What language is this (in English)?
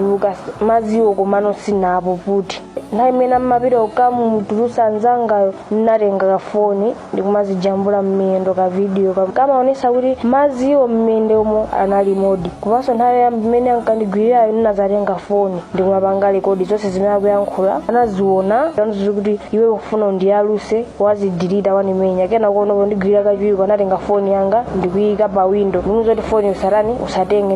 Nyanja